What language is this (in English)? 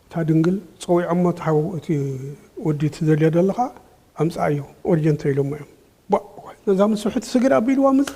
Tigrinya